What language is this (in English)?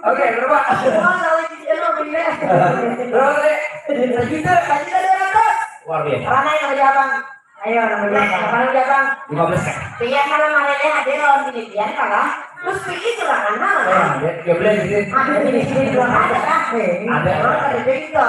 Banjar